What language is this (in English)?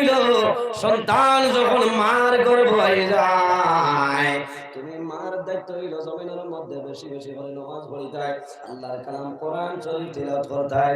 Sylheti